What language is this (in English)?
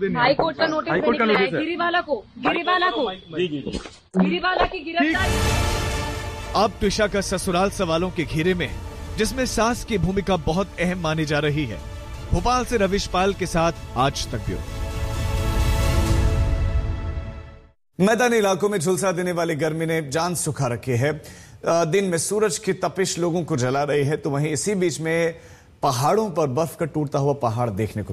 Hindi